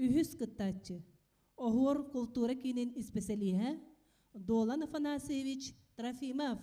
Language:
Yakut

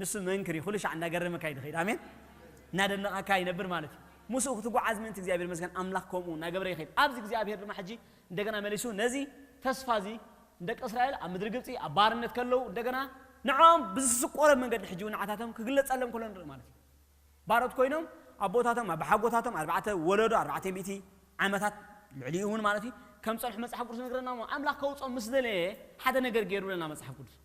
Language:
Tigrinya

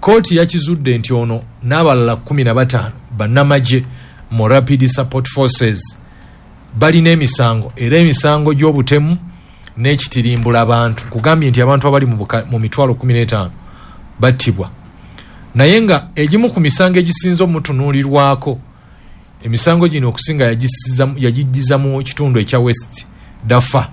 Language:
Ganda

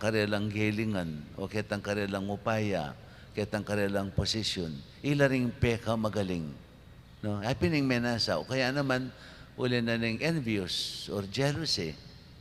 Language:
Pampanga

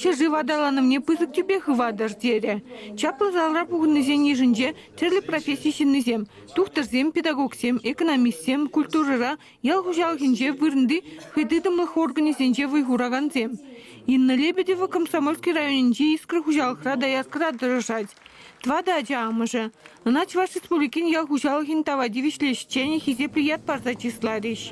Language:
Chuvash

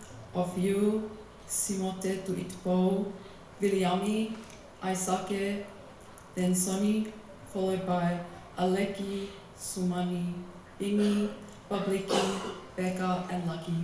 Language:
Tongan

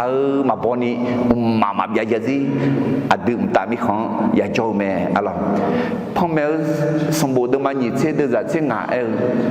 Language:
Akha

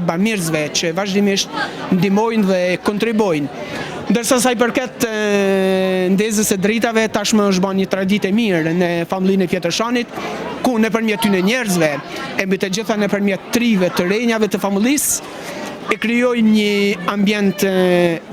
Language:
Albanian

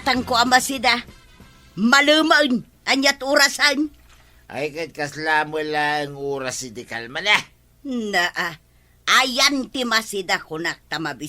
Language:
Iloko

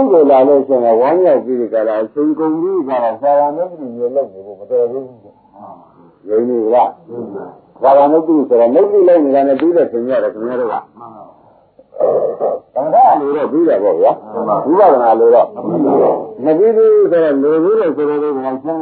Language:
Burmese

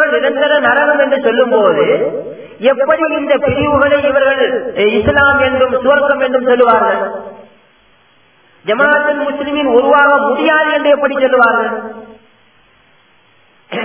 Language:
Tamil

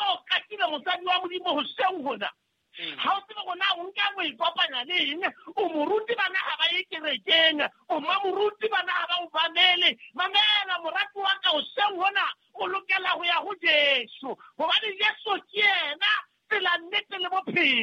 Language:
Southern Sotho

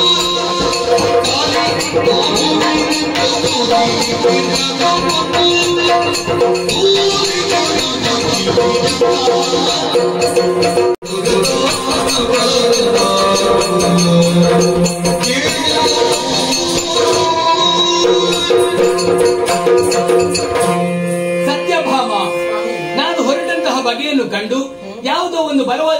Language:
Kannada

